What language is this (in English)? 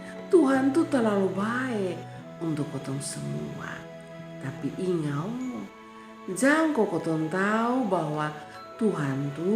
Kupang Malay